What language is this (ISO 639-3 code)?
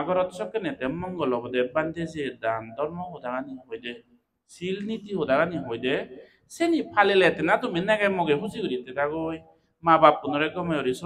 ccp